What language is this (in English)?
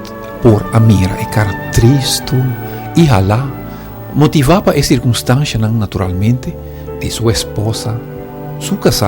Papiamento